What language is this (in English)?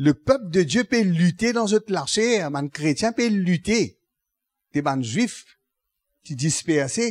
Morisyen